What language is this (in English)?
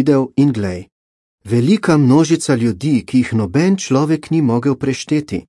Slovenian